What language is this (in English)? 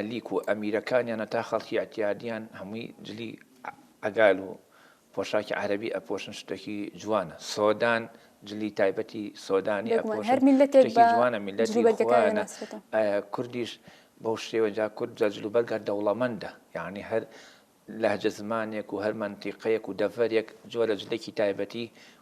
Central Kurdish